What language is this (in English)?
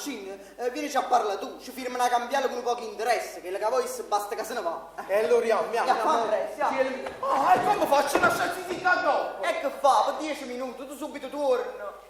Neapolitan